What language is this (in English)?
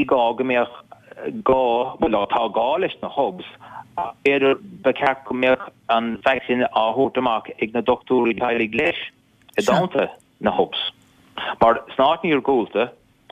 Irish